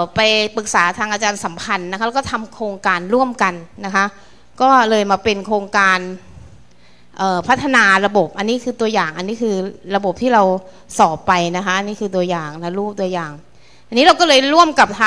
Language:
Thai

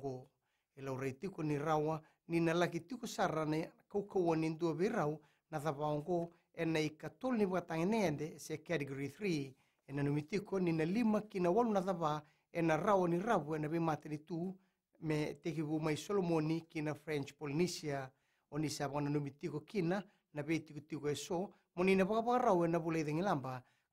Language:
Fijian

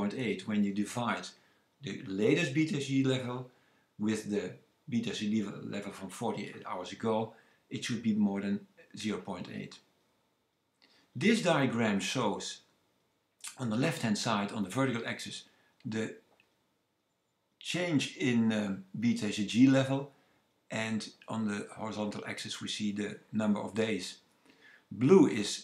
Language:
English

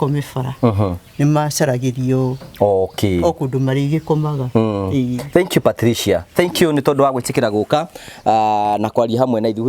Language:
Kikuyu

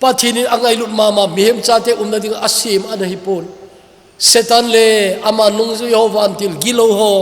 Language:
Thado Chin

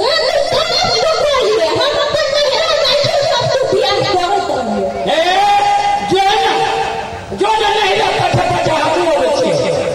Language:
Maithili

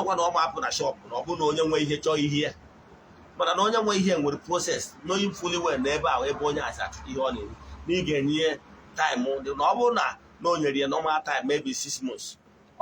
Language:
Igbo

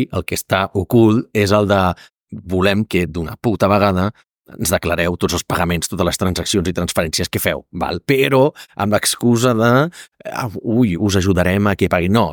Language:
Catalan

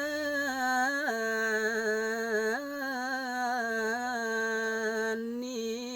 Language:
Balinese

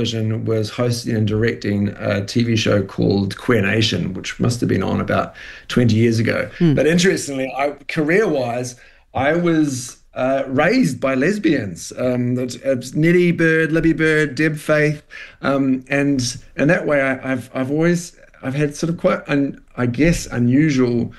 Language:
English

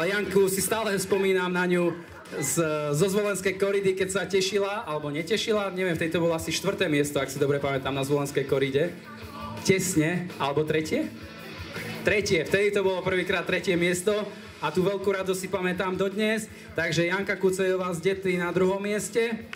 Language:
Slovak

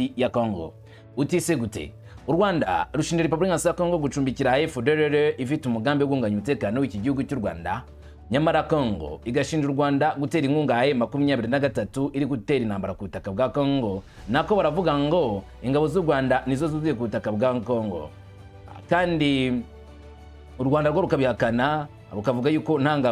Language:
Kinyarwanda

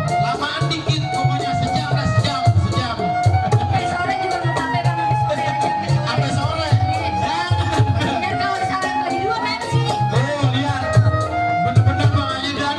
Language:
Betawi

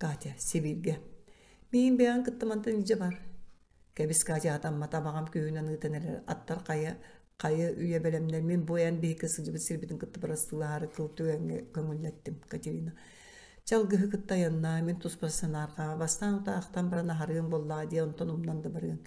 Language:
Yakut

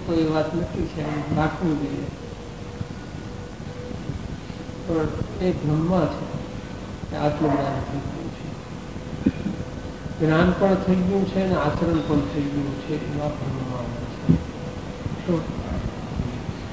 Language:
Gujarati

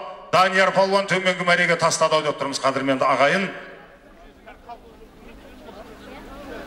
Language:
Kazakh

